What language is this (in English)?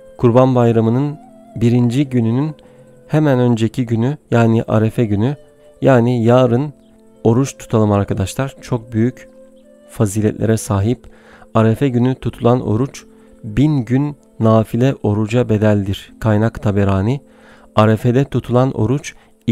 Turkish